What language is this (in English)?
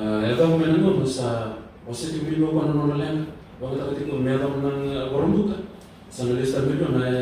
Fijian